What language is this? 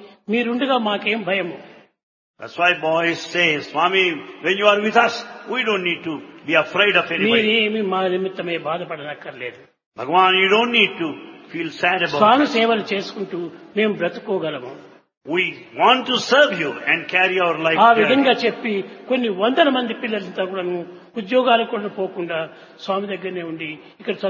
Telugu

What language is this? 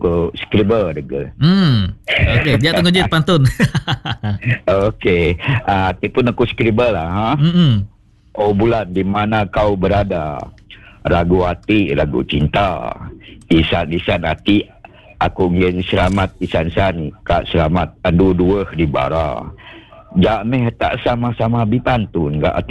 Malay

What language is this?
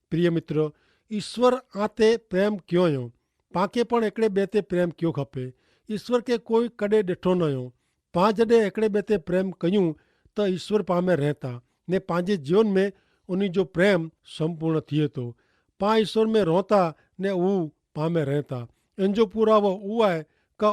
Kachhi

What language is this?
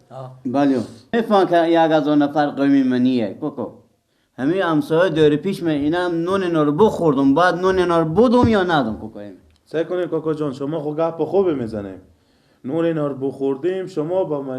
Persian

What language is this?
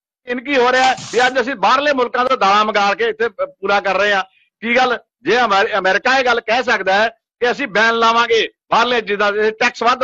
Punjabi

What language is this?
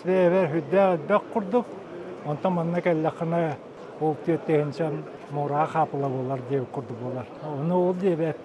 Yakut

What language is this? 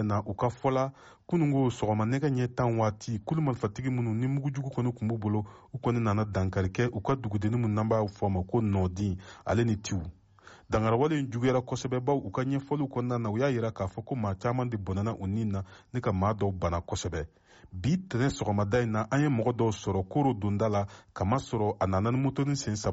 Bambara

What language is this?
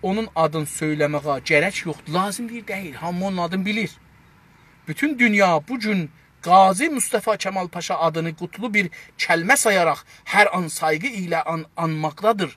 South Azerbaijani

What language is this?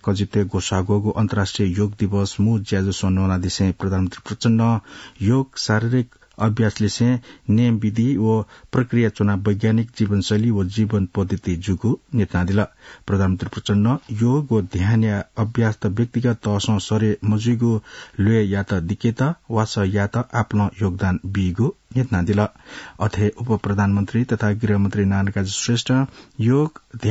Newari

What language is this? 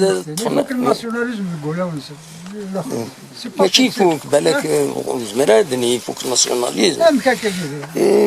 Kabyle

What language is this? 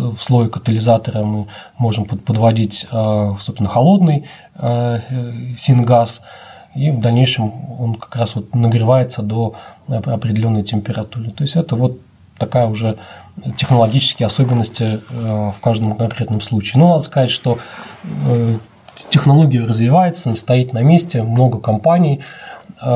Russian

